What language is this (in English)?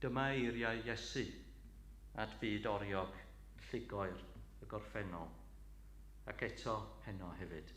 Welsh